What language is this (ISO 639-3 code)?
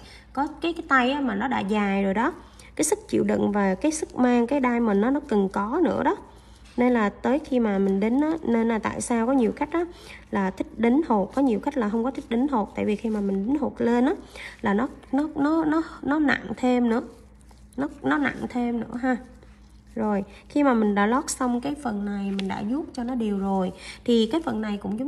vie